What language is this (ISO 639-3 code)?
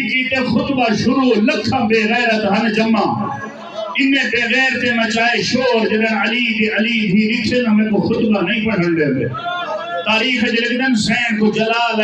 skr